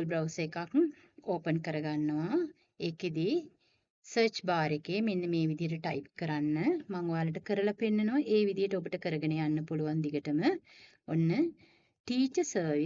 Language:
Sinhala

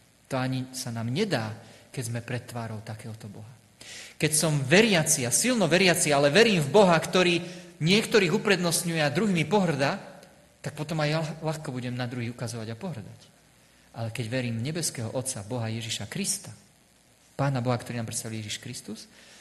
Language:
Slovak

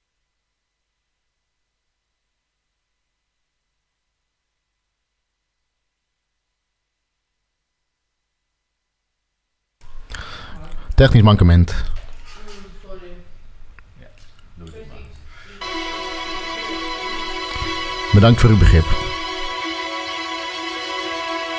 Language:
Dutch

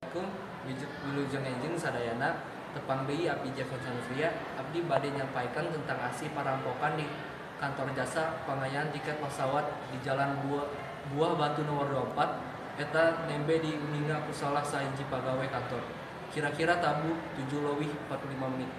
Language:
Sundanese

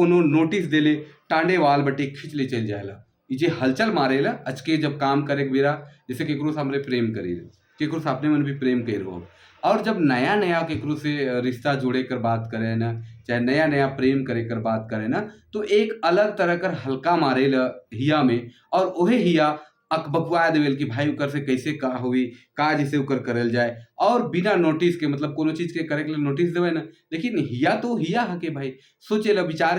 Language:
Sadri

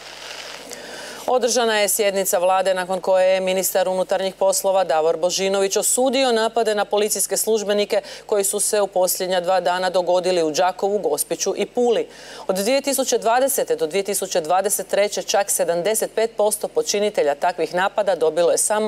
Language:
Croatian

